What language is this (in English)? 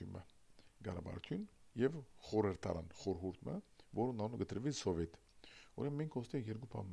Armenian